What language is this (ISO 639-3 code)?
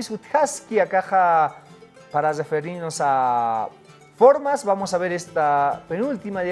aym